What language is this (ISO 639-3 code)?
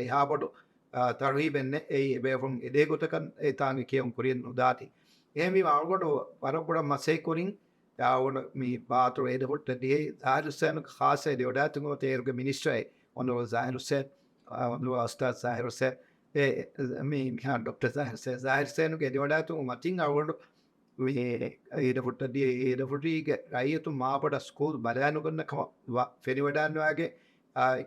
div